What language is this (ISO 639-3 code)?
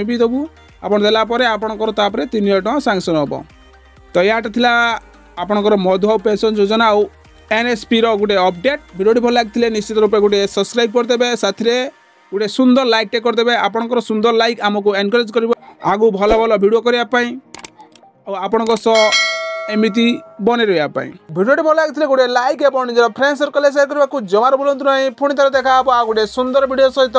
ori